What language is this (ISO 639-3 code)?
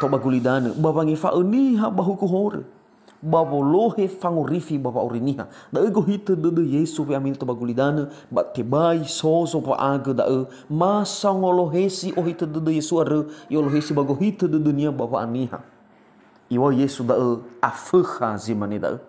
nia